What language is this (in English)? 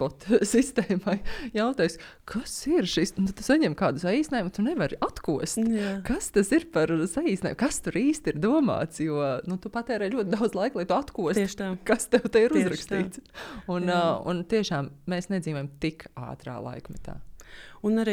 Latvian